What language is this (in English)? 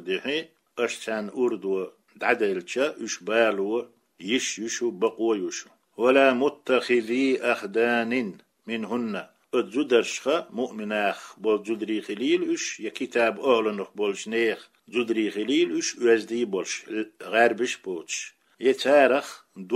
Chechen